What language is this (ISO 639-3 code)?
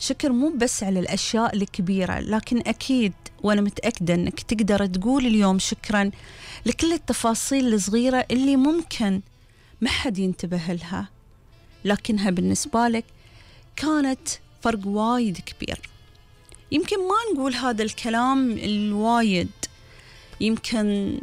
afb